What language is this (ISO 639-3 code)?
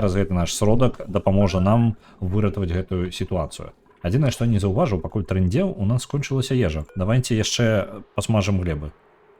bel